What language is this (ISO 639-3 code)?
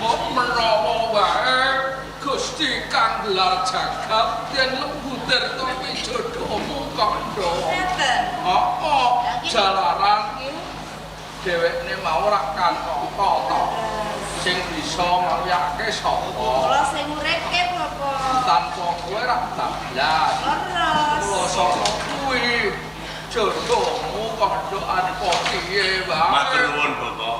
jav